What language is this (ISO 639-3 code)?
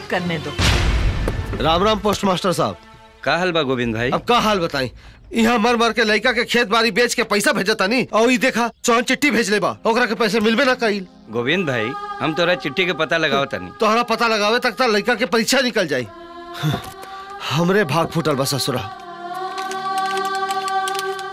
bho